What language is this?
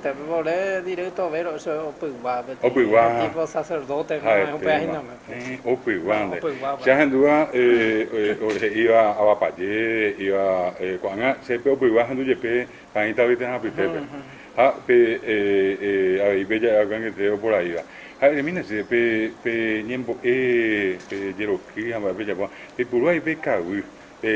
Guarani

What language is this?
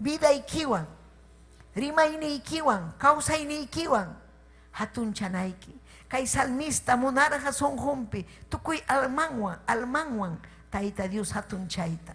Ayacucho Quechua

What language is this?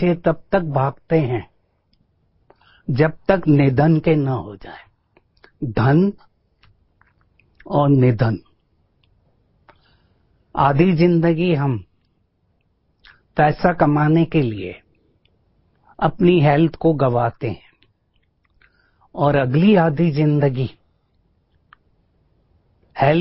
Hindi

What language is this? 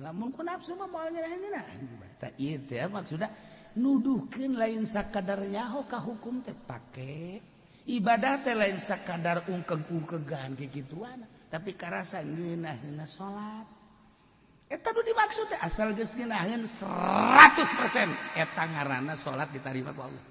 Sundanese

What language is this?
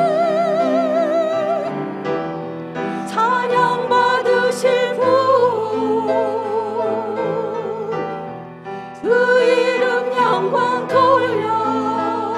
Korean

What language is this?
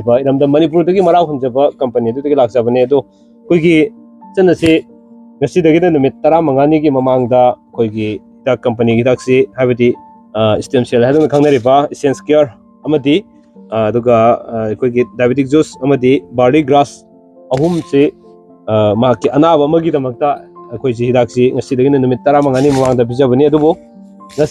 Manipuri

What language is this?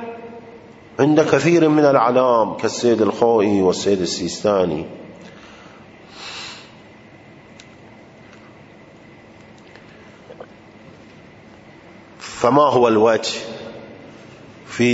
Arabic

